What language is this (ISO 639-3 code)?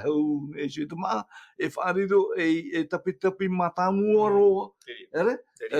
tah